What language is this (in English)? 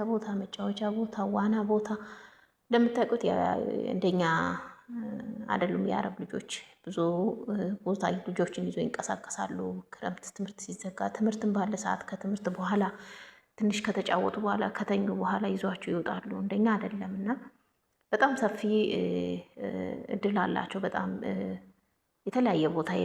Amharic